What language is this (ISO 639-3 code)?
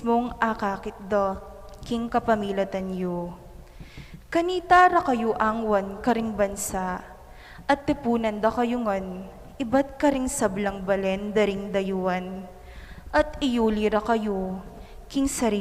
pam